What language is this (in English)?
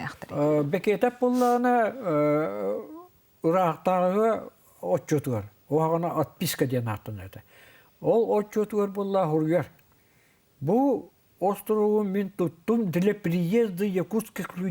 Yakut